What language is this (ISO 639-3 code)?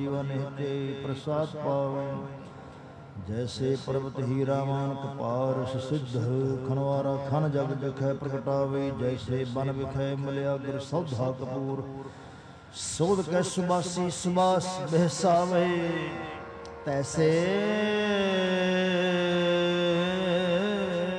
pan